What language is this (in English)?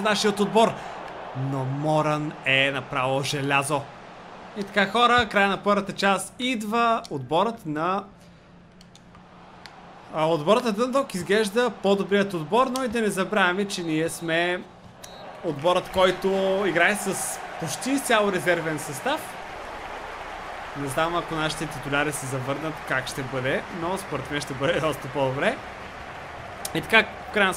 Bulgarian